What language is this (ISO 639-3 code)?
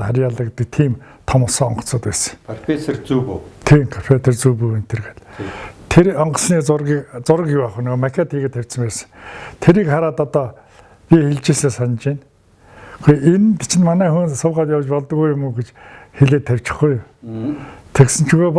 mon